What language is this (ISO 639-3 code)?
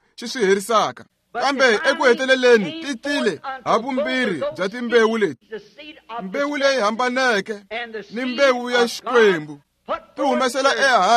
tso